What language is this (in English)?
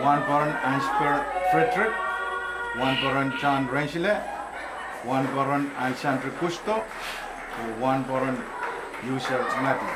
Pohnpeian